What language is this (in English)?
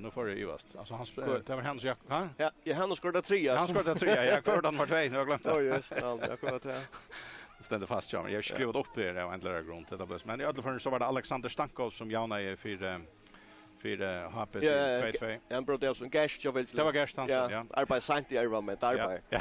Faroese